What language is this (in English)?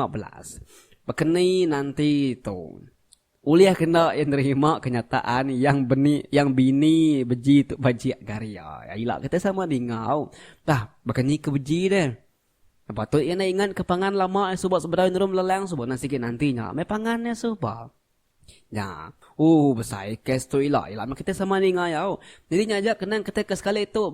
Iban